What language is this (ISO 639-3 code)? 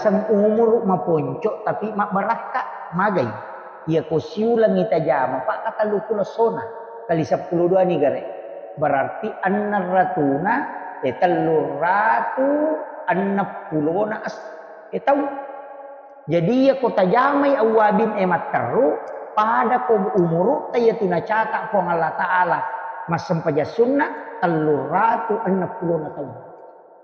bug